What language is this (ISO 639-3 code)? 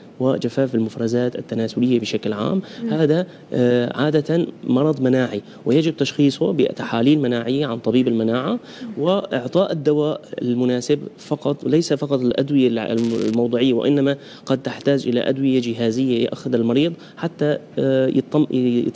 ara